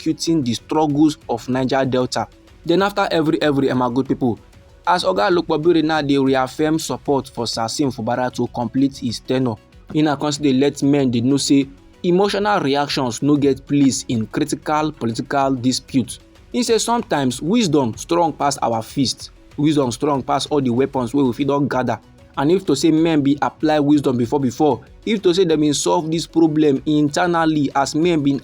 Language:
Nigerian Pidgin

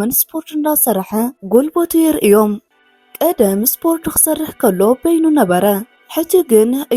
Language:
Tigrinya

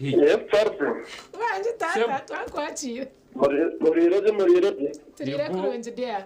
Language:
Nyankole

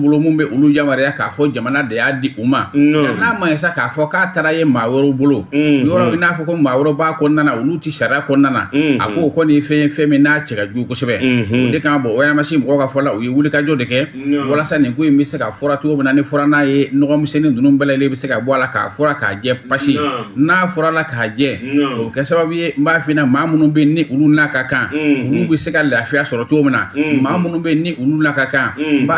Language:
Bambara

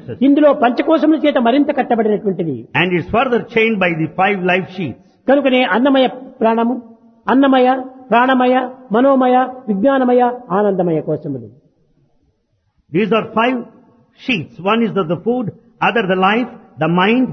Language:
Telugu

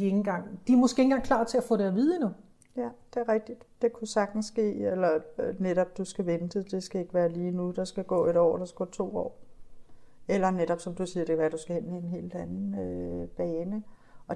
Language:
Danish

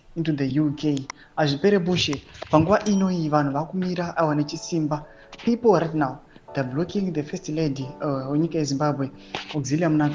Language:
Shona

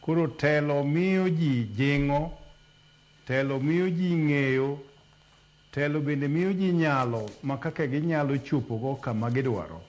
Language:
Luo (Kenya and Tanzania)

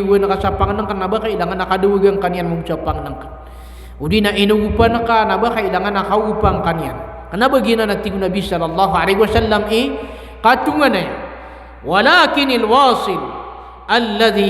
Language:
Maranao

